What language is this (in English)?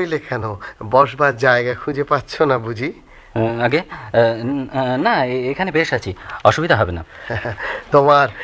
Bangla